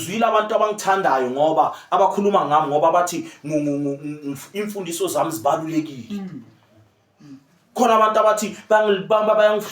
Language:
Zulu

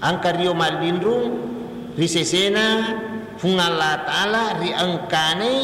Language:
Buginese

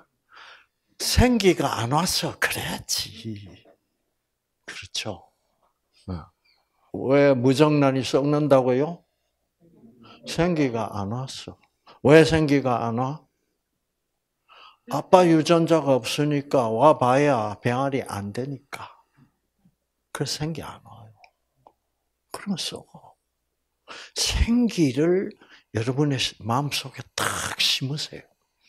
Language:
Korean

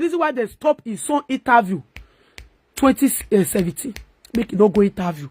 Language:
Nigerian Pidgin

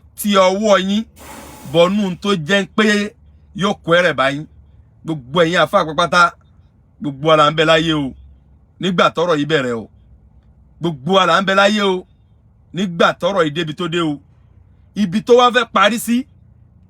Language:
Yoruba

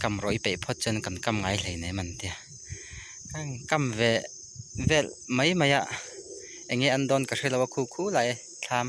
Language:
Mizo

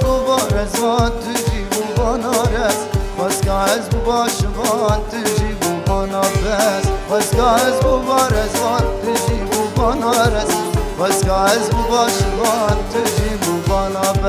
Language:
Kurdish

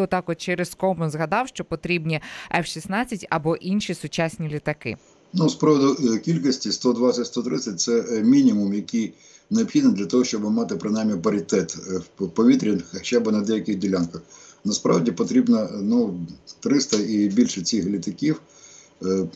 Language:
Ukrainian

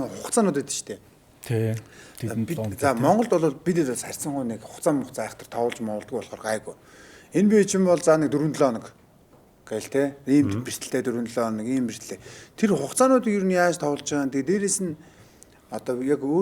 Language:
Mongolian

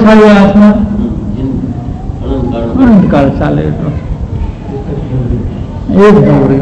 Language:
Gujarati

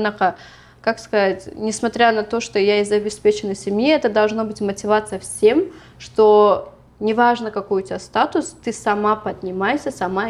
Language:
Uzbek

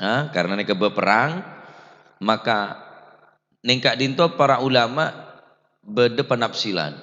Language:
Madurese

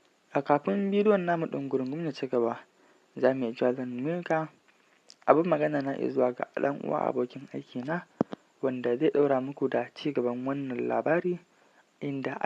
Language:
Hausa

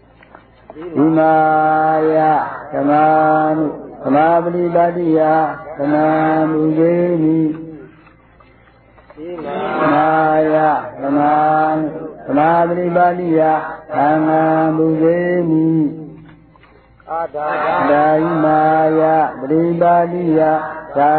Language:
Burmese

